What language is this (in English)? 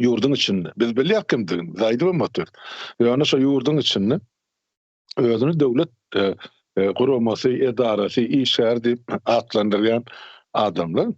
Turkmen